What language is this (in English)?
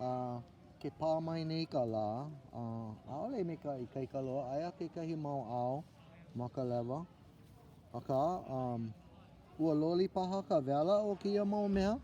Hawaiian